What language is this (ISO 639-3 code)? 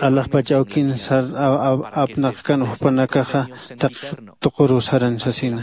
aym